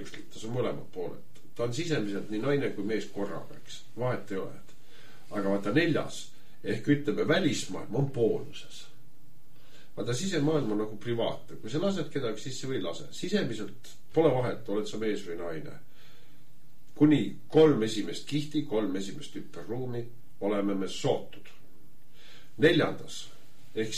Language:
Estonian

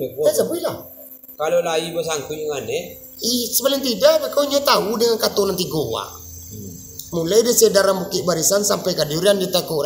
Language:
Minangkabau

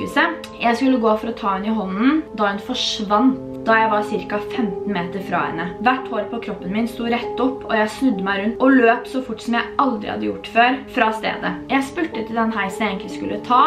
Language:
Norwegian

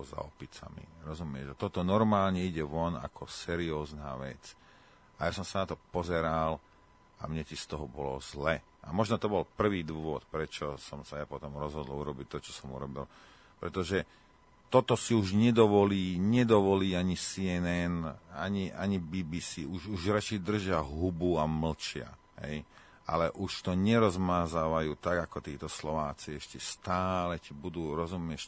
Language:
Slovak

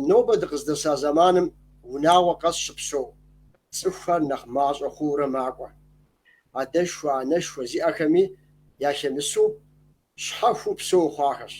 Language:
Kabardian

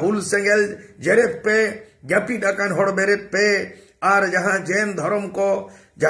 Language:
Santali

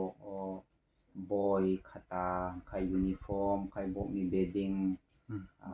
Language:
Kok Borok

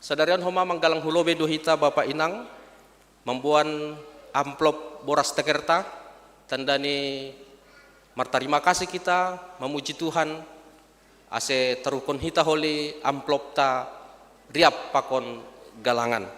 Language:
Batak Simalungun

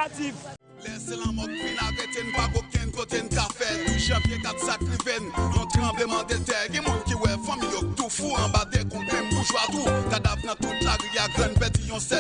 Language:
Haitian Creole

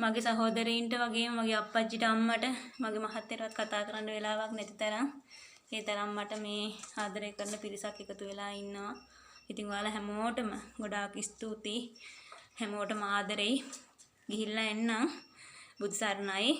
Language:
Sinhala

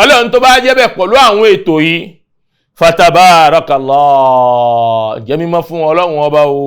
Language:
Yoruba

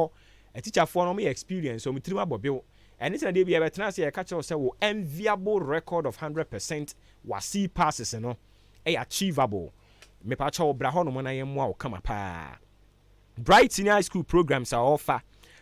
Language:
Akan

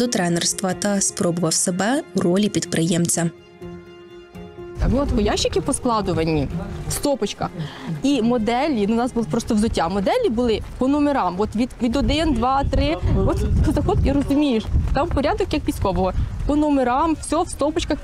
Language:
Ukrainian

